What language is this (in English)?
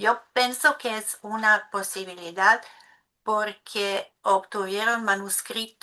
Ladino